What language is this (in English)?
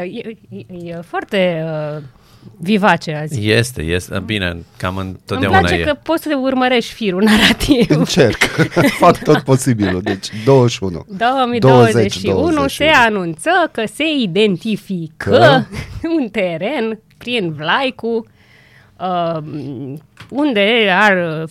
Romanian